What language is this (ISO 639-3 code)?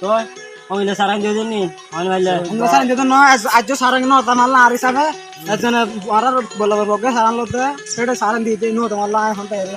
rhg